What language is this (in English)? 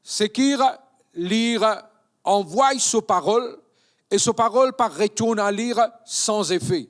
Morisyen